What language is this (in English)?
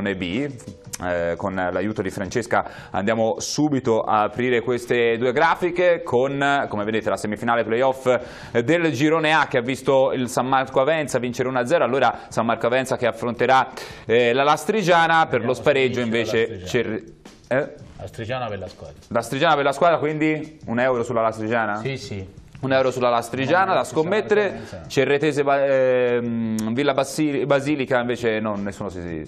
Italian